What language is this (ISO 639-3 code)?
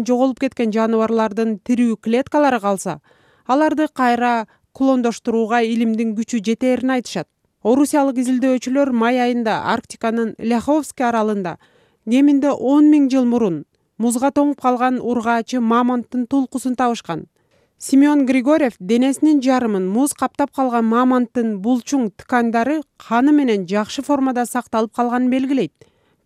kir